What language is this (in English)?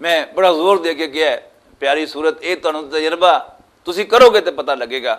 Western Panjabi